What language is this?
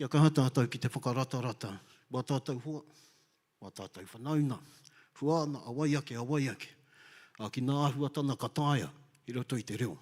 Māori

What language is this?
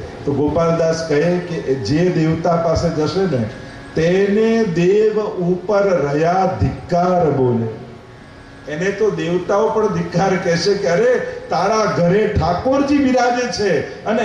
Gujarati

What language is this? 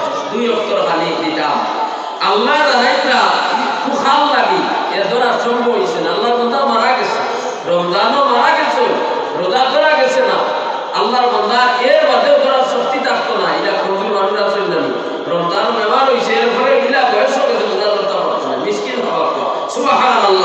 Sylheti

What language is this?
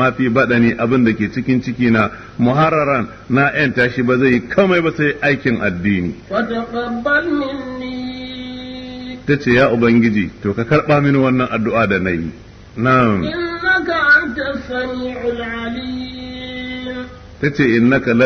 Hausa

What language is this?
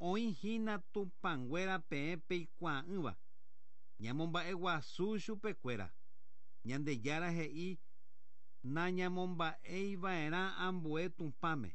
Guarani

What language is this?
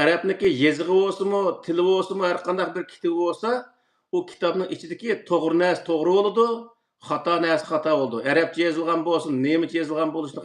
Uyghur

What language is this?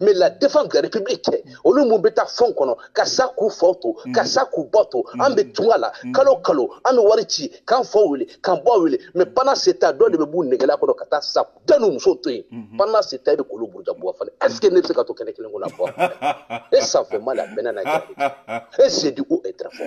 Bambara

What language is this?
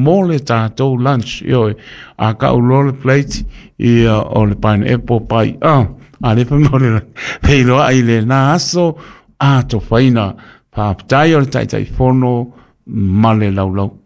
Samoan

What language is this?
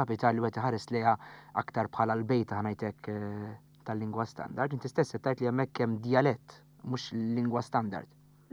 Maltese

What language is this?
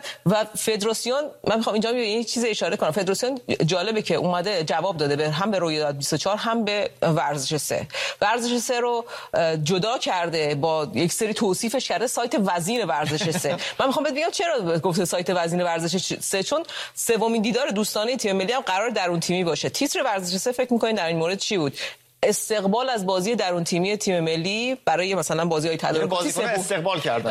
Persian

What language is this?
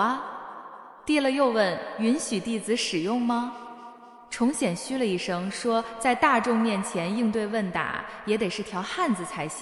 Chinese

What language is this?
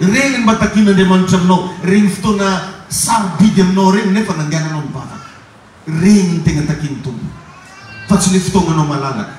Malagasy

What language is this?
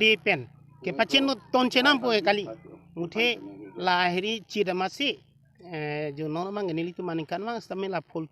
Karbi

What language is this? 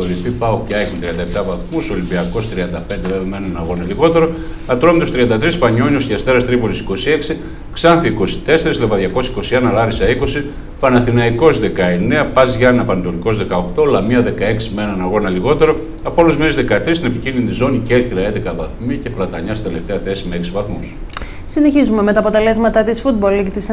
Greek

